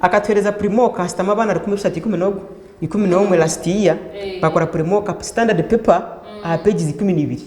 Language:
Nyankole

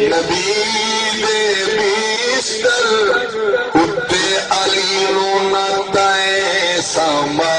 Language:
Saraiki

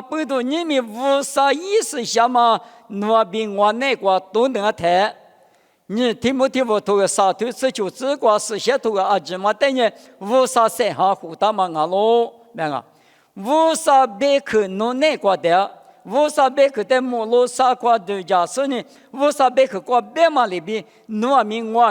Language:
Lisu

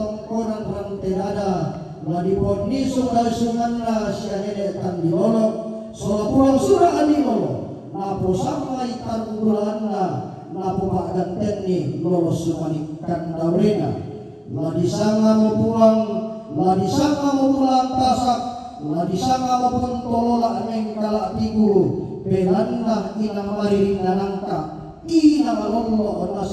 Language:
Toraja-Sa'dan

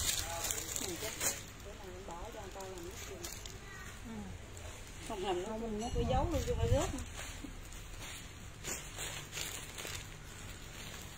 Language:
Vietnamese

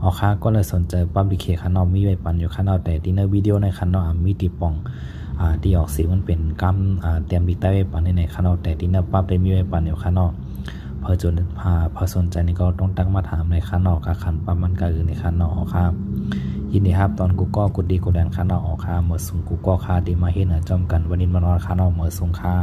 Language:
Shan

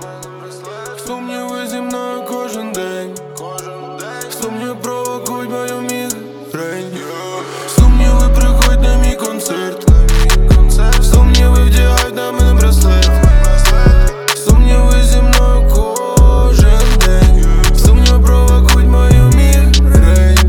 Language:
Ukrainian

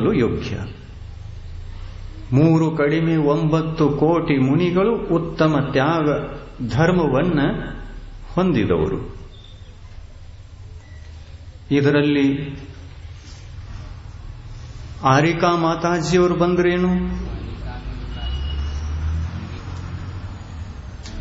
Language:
Kannada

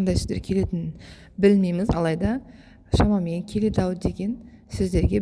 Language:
Kazakh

